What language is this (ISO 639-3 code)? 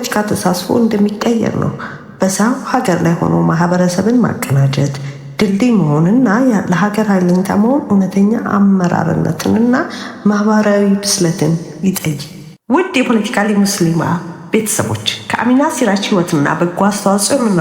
amh